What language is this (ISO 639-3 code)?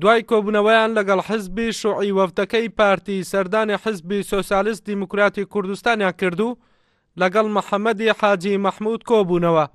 ckb